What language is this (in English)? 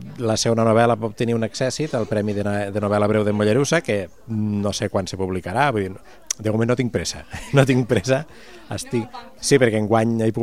Catalan